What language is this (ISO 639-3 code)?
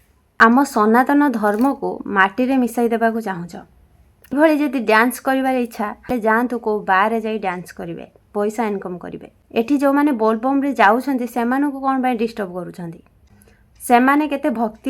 ori